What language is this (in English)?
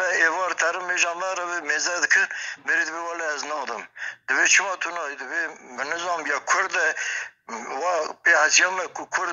Kurdish